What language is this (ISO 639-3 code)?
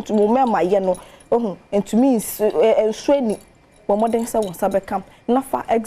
aka